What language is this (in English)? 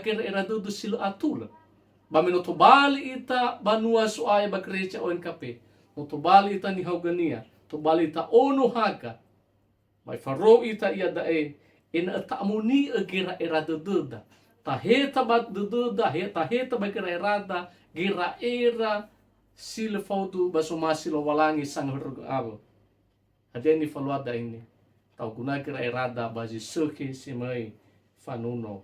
Nias